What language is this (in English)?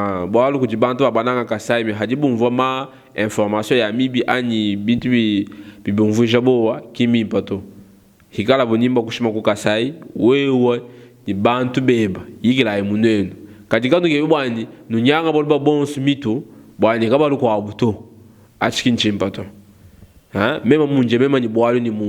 Luba-Lulua